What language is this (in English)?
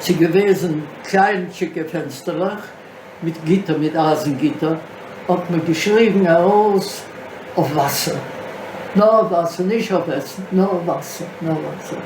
Yiddish